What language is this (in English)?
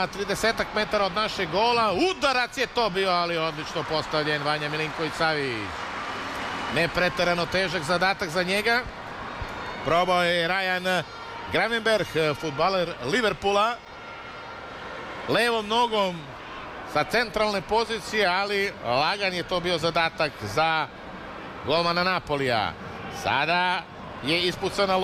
Serbian